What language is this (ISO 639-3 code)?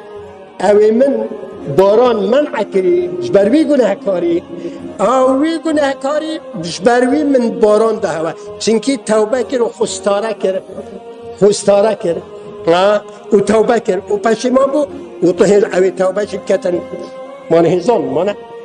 kur